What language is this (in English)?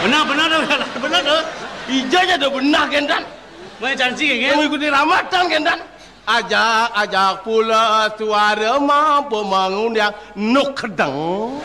Balinese